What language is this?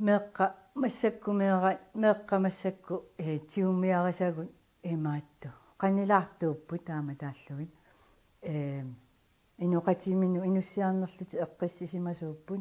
Kalaallisut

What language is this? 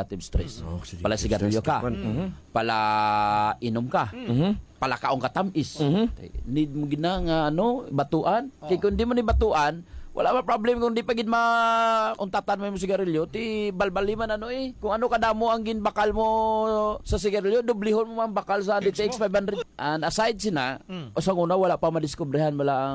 Hiligaynon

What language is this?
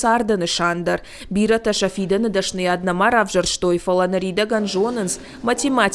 Ossetic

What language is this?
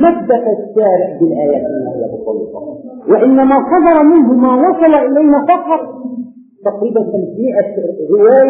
Arabic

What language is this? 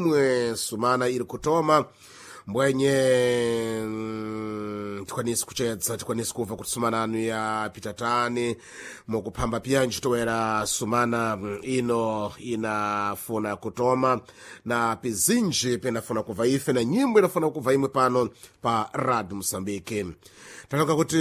Sena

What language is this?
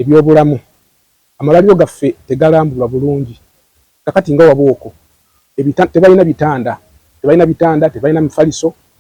Ganda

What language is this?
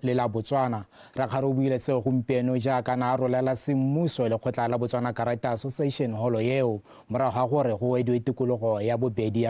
Tswana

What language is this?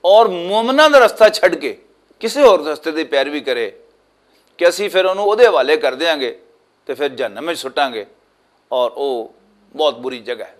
Western Panjabi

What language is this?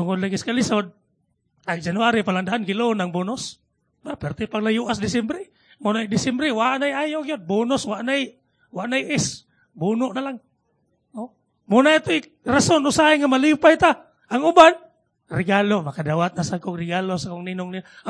Cebuano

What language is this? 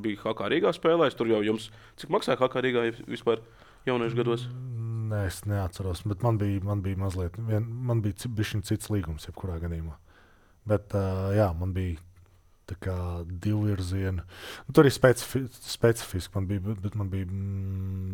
Latvian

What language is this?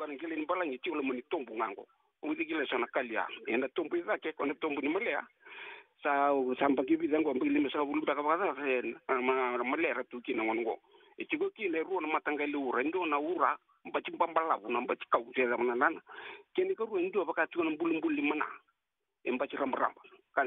Fijian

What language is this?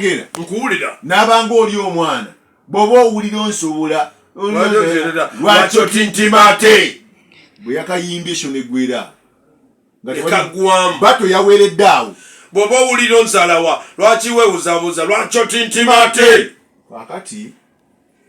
Ganda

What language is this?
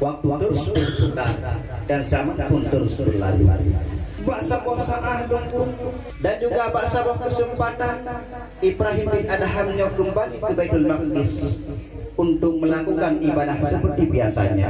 Achinese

